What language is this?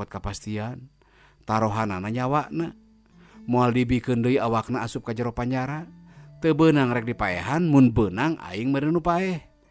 Sundanese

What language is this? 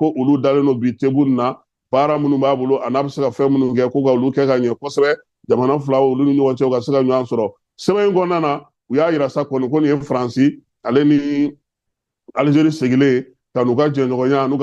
Bambara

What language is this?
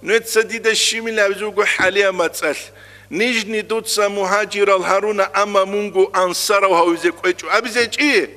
Avaric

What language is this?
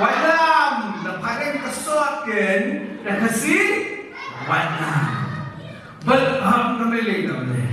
Khasi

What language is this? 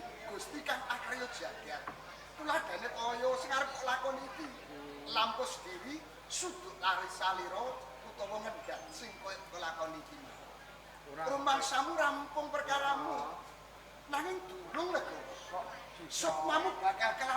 Javanese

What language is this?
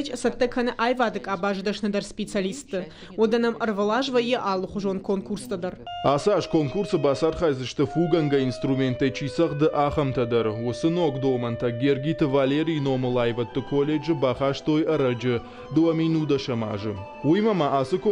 Ossetic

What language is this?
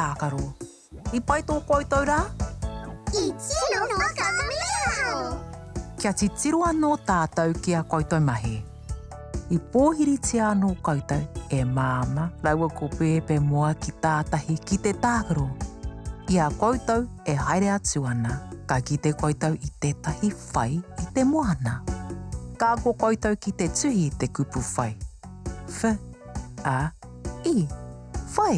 Māori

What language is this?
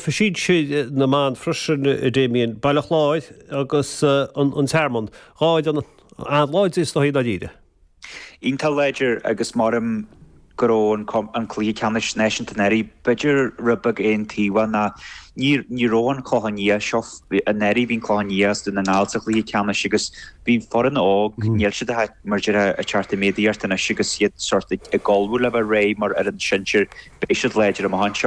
Irish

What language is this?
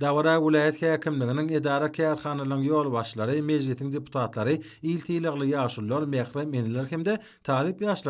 Turkmen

